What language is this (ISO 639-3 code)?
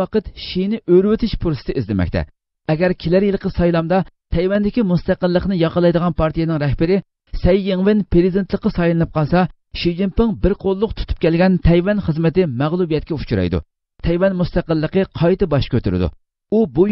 uig